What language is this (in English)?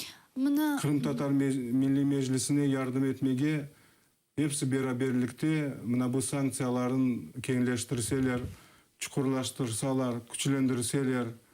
Crimean Tatar